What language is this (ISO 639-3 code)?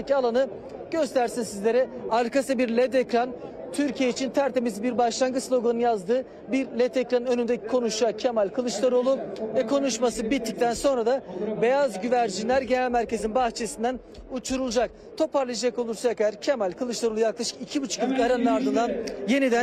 tur